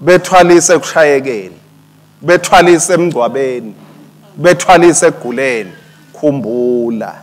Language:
Swati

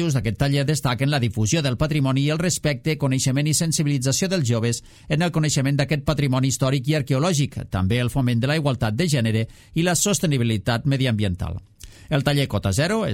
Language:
Catalan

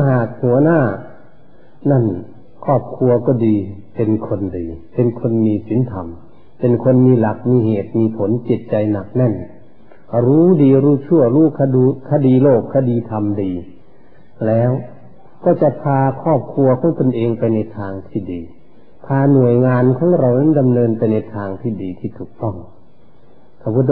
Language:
Thai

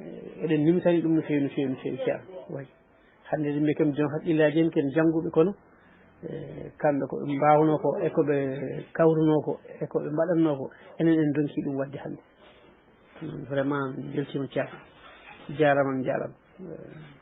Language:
Fula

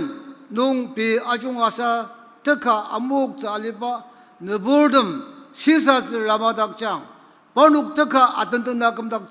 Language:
Ao Naga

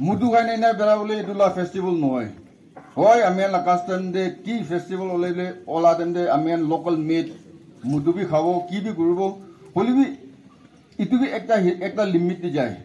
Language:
Naga Pidgin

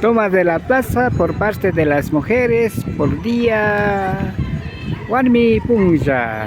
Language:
Imbabura Highland Quichua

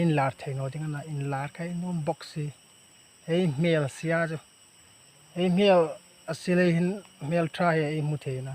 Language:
Hmar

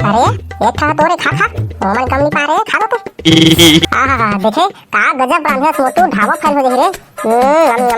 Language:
Chhattisgarhi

